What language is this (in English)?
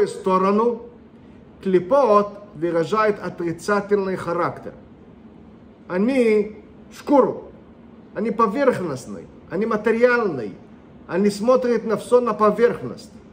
Russian